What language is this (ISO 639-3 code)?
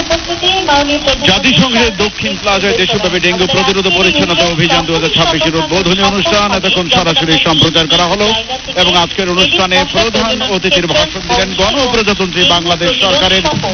ben